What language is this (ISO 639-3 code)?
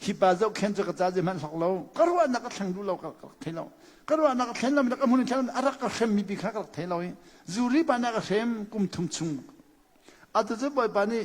cnh